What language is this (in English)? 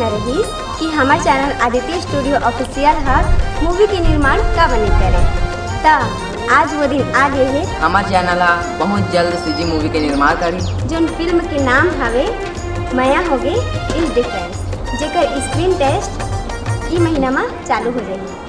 Chhattisgarhi